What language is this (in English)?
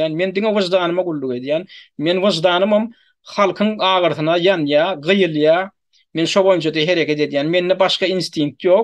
Turkmen